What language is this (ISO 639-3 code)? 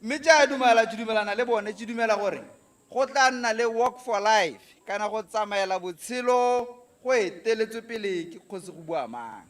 tsn